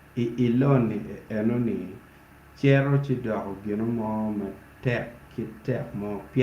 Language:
Acoli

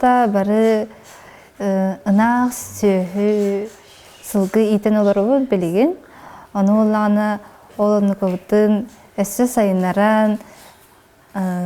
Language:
Yakut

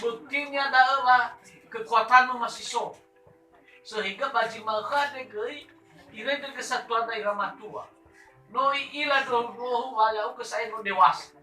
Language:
Nias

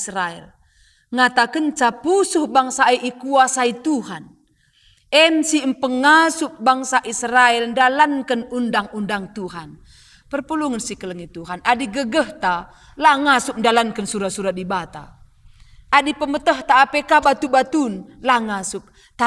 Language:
Batak Karo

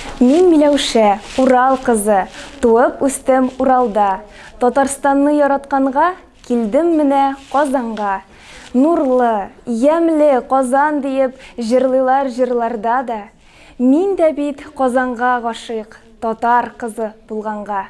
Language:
Tatar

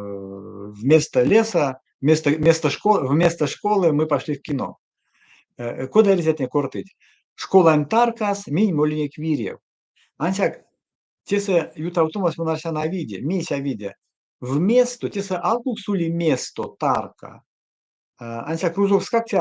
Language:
Erzya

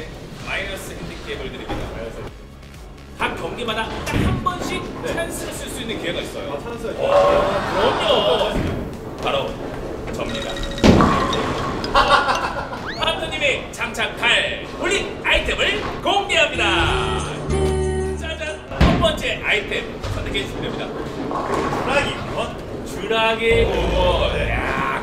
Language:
Korean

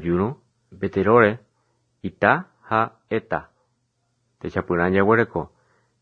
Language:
Guarani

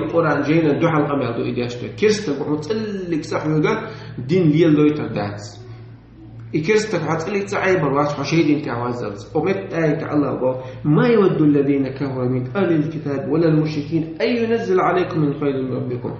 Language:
Chechen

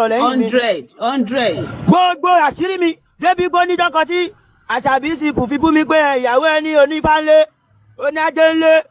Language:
Yoruba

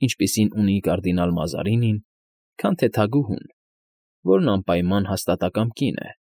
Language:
Armenian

